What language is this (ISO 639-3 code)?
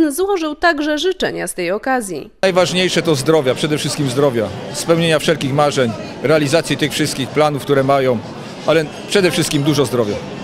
pol